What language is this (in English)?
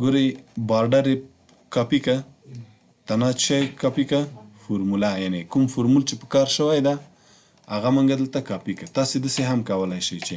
Pashto